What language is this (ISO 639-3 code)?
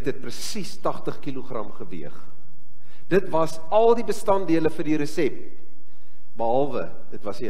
afr